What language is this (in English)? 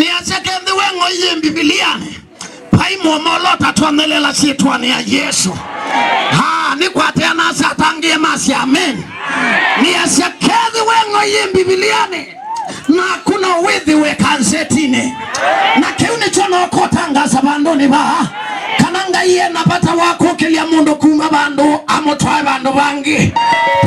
Kamba